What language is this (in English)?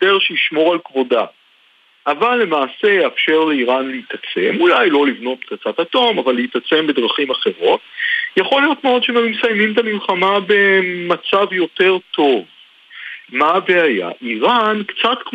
Hebrew